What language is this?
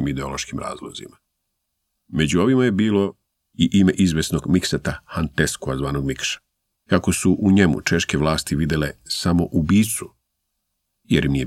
Serbian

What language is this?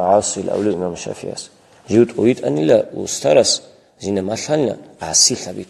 Avaric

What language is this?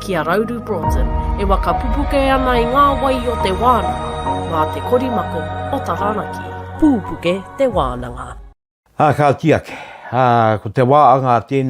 Māori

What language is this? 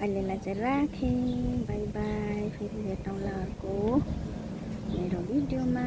Nepali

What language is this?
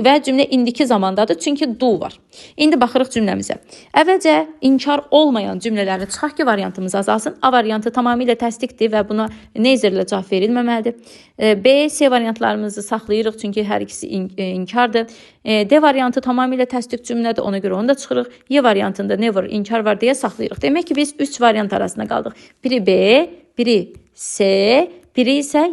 Azerbaijani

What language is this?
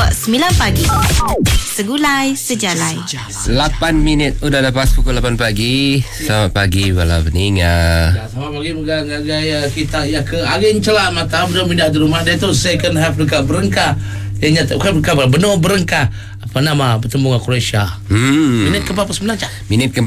Iban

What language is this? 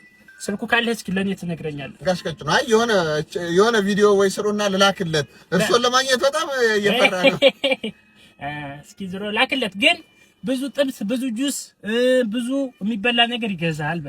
Amharic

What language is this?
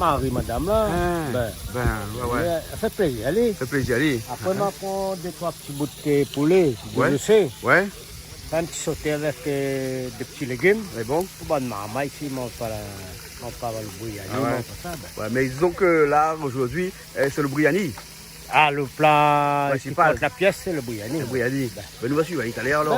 Réunion Creole French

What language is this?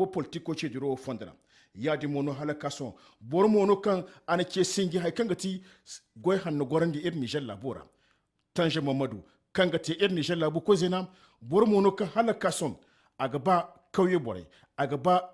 Zarma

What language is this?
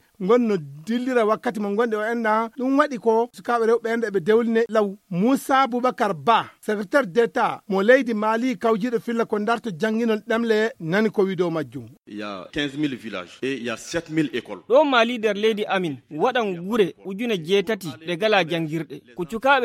Fula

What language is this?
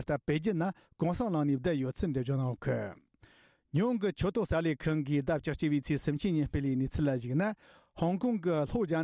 Tibetan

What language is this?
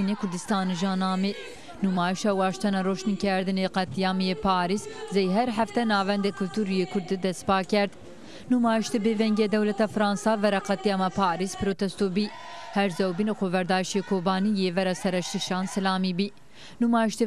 Zaza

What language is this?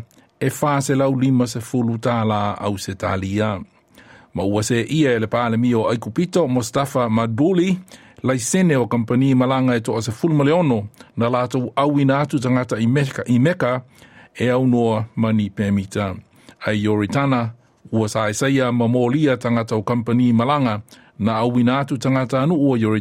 Samoan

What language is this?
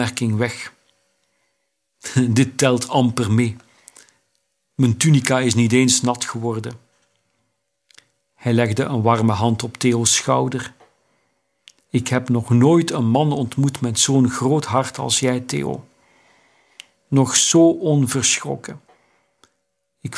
Dutch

